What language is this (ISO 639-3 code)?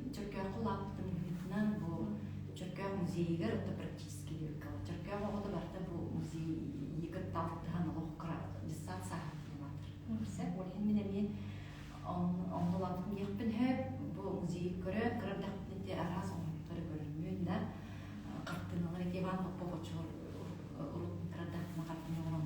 sah